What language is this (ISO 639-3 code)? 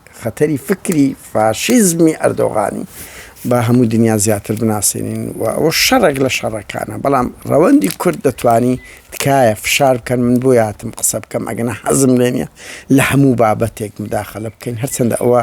ckb